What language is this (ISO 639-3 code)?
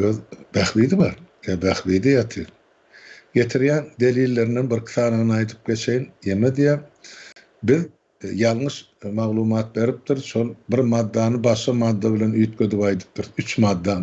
tuk